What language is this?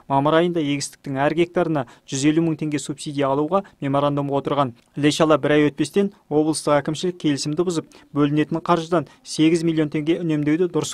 Kazakh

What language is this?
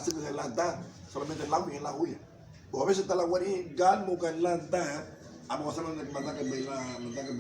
Garifuna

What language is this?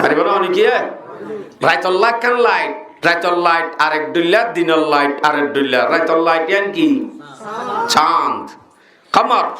Rohingya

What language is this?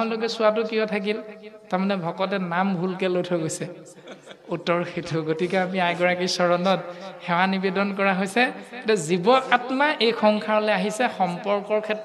Assamese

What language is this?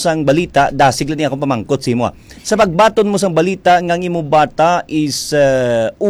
Hiligaynon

